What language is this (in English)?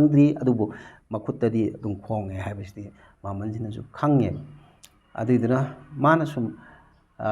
Manipuri